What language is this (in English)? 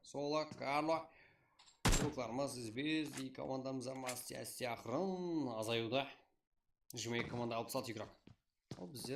Kara-Kalpak